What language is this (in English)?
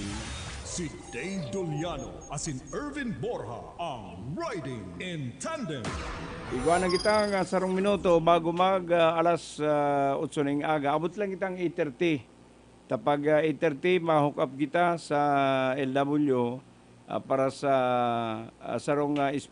Bikol